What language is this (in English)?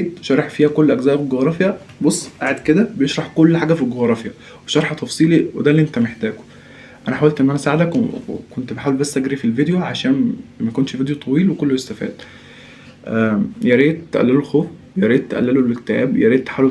Egyptian Arabic